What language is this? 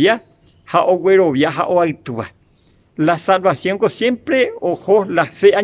Guarani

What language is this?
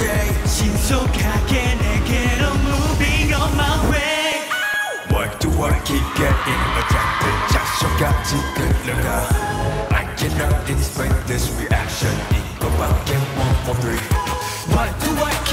Korean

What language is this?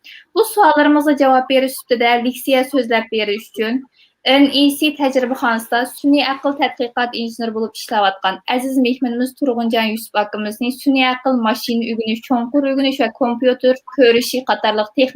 Uyghur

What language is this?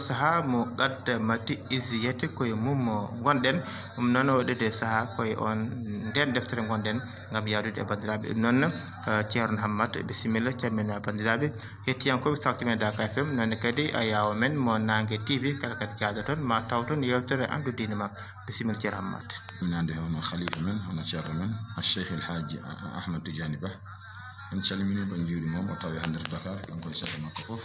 Fula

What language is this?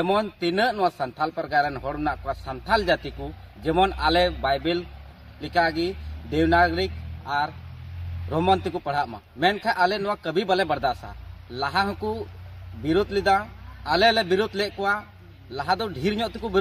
Santali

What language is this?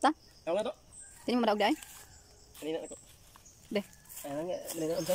Cebuano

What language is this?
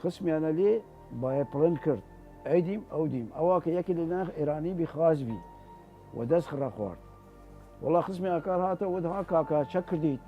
Southern Kurdish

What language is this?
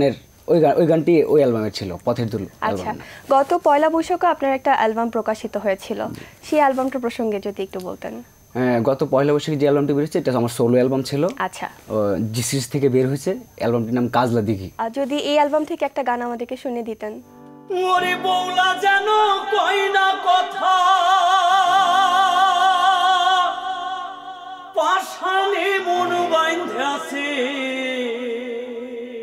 Bangla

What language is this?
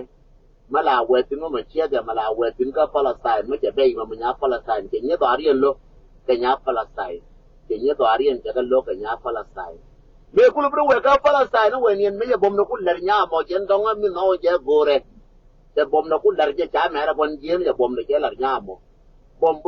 Nuer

